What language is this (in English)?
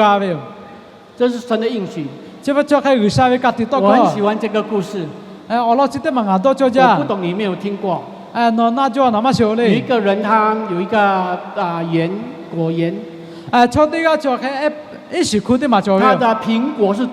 Lahu